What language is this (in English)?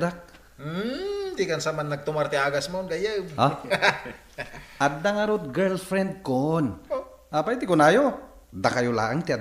Iloko